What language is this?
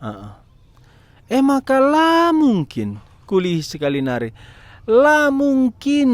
Batak Karo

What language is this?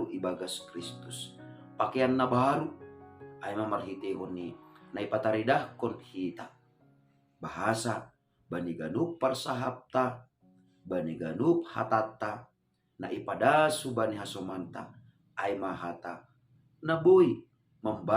Batak Simalungun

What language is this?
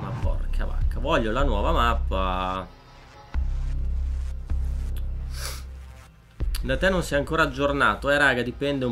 Italian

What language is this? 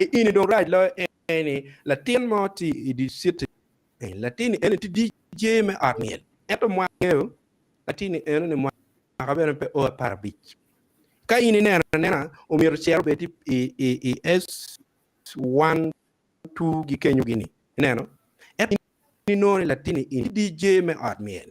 Acoli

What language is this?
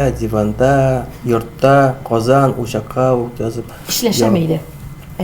Tatar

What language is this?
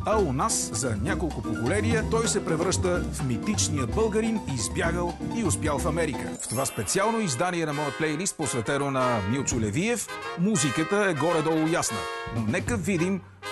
Bulgarian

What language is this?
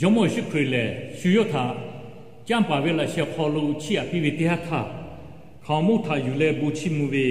Lahu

